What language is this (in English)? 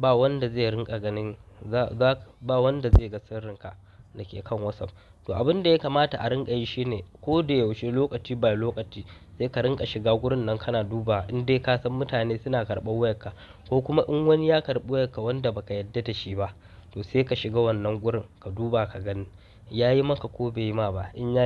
Hausa